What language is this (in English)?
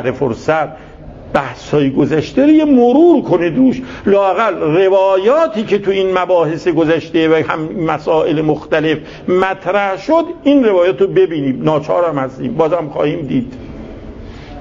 Persian